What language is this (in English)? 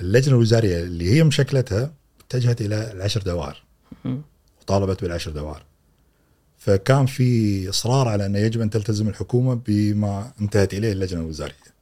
Gulf Arabic